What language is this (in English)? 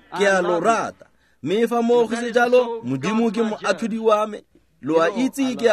Tswana